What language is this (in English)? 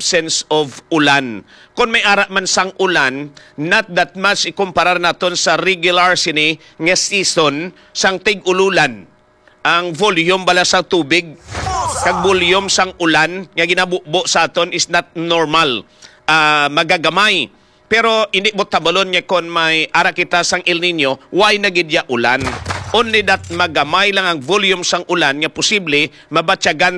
Hiligaynon